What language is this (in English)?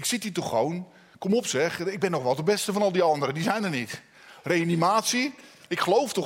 Dutch